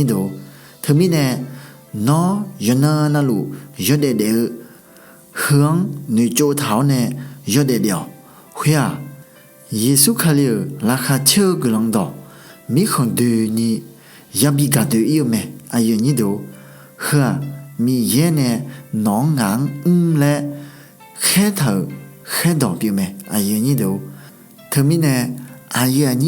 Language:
Akha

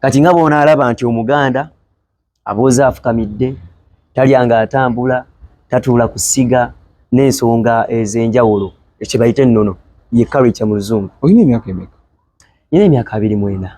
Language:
Ganda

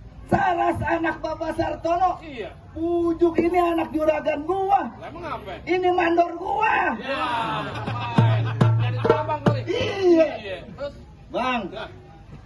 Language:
Betawi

